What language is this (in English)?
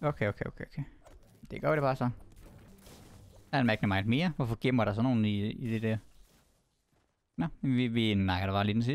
Danish